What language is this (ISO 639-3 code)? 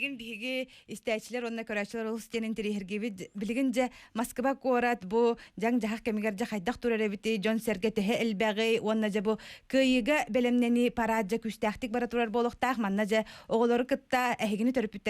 sah